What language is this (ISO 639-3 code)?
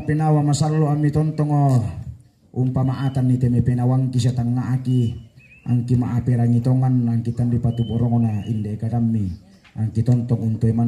sda